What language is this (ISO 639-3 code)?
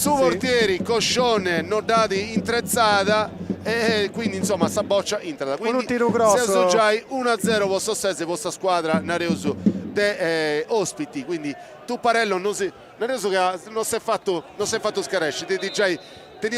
srd